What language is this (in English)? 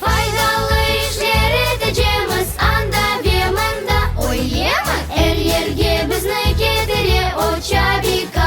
Crimean Tatar